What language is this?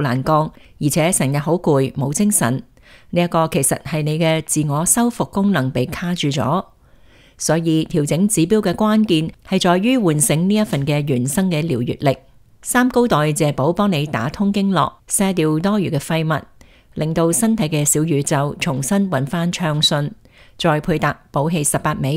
Cantonese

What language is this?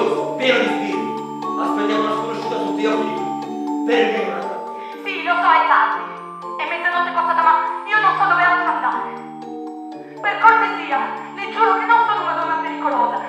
Italian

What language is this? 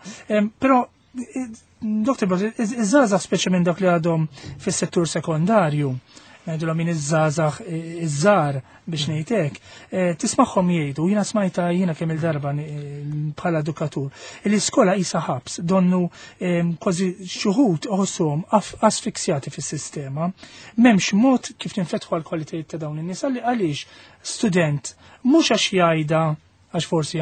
Maltese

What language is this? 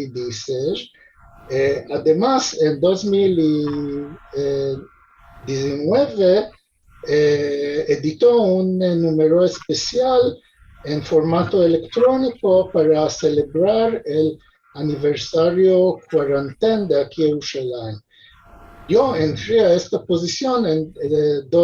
Ladino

